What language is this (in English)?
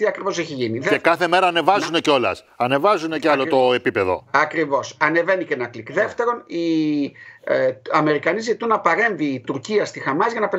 Greek